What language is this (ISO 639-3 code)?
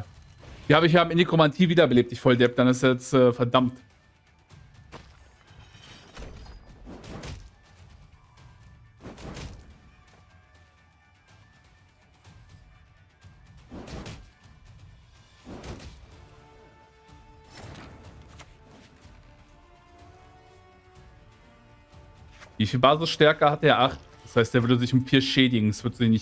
deu